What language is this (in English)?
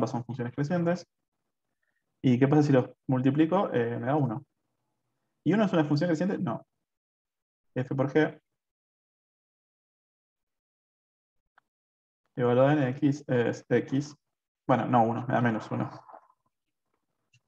Spanish